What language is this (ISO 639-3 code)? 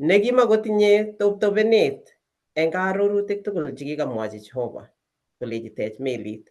kln